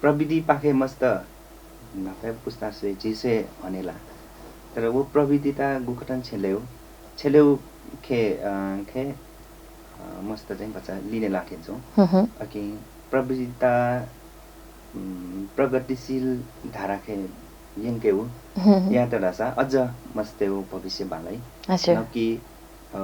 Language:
Newari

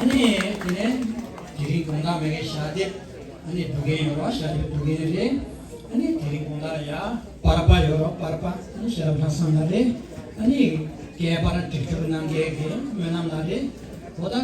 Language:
Tibetan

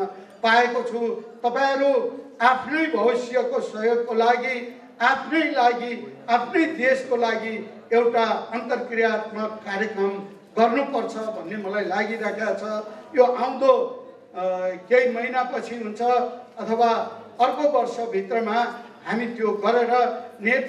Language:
Nepali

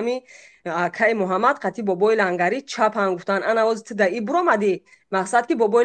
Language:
Tajik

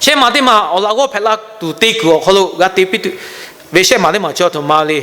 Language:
Lahu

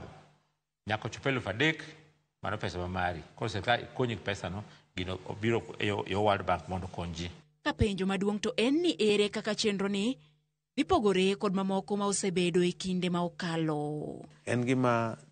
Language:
Luo (Kenya and Tanzania)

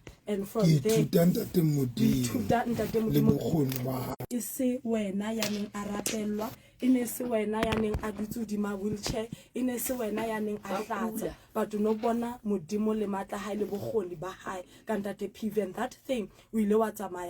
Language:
Southern Sotho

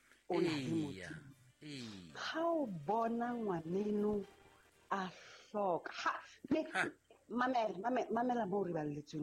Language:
Southern Sotho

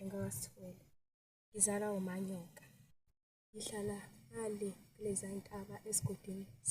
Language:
Zulu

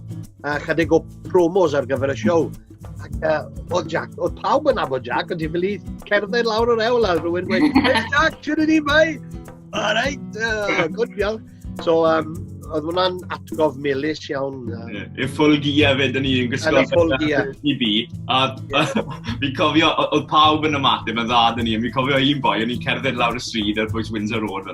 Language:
Welsh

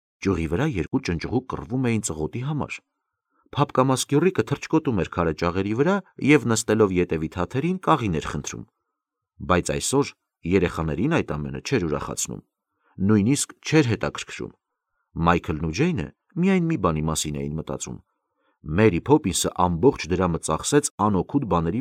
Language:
Armenian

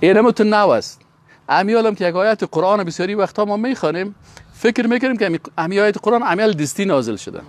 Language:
Persian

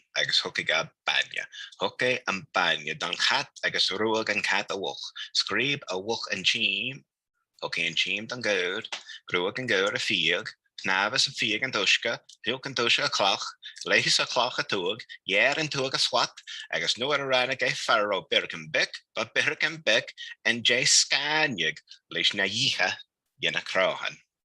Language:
Scottish Gaelic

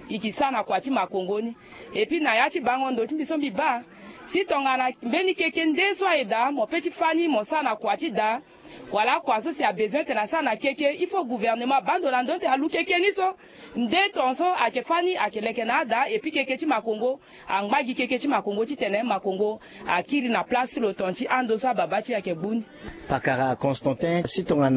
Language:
Sango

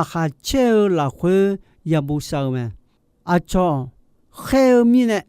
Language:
Akha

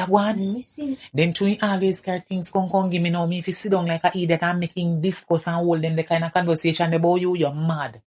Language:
Jamaican Creole English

